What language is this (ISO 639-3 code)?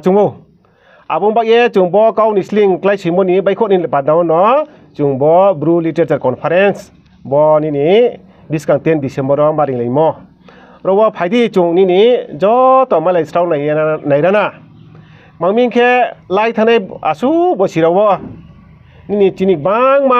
ria